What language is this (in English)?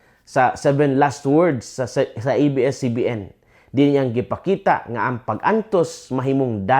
Cebuano